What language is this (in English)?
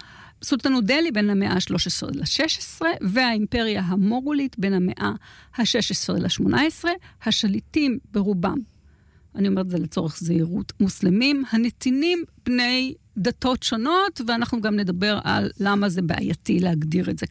Hebrew